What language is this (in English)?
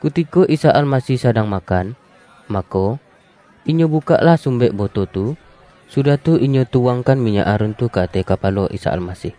Minangkabau